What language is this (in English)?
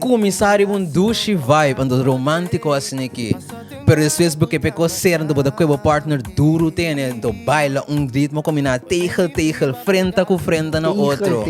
Papiamento